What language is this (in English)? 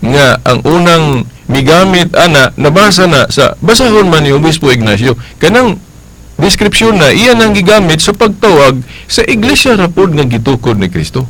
Cebuano